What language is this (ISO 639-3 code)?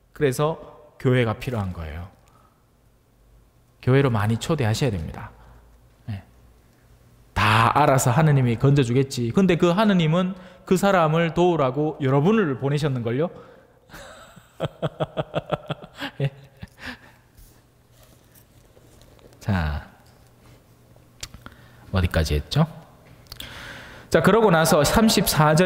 kor